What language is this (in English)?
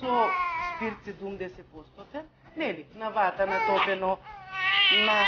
Macedonian